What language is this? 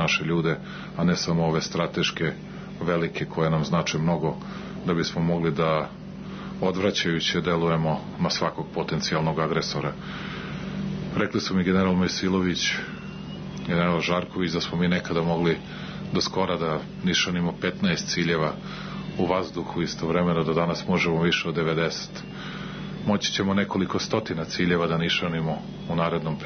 Serbian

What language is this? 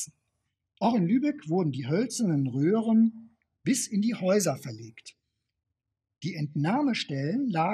German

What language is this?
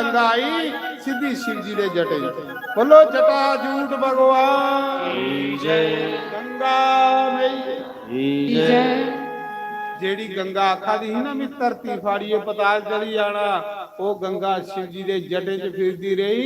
Dogri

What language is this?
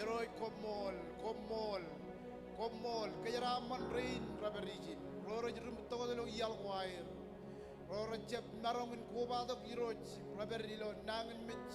Marshallese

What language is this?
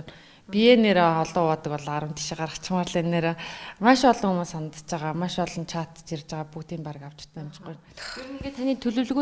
Mongolian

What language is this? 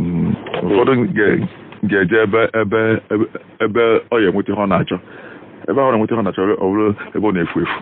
Igbo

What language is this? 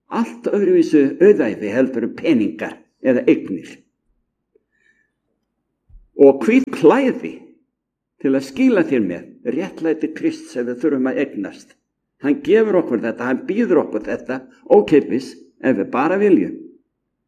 Icelandic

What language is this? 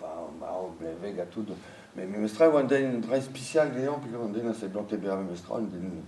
Breton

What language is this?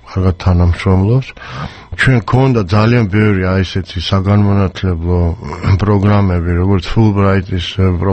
Georgian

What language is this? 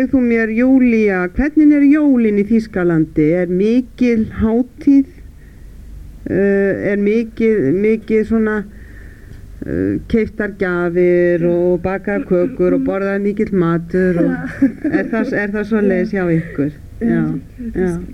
Icelandic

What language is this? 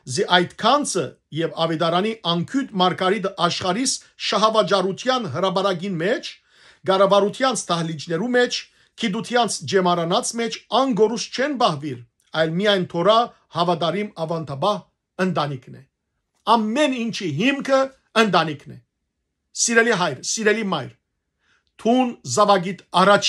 Western Armenian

